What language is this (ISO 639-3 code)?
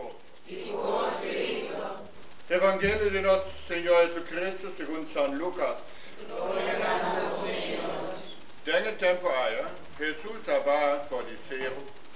pap